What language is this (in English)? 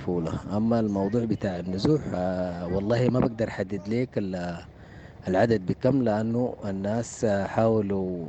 Sudanese Arabic